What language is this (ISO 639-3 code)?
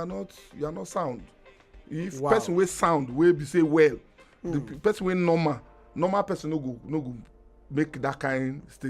pcm